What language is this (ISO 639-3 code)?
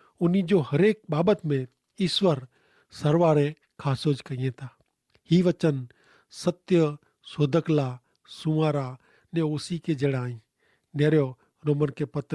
kfr